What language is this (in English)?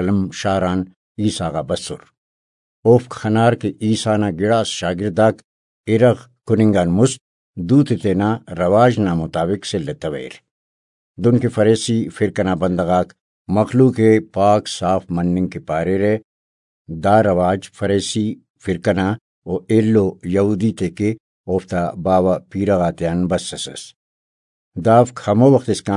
Brahui